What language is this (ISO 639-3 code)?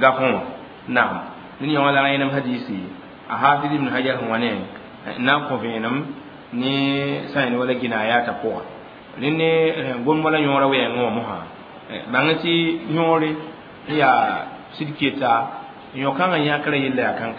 mos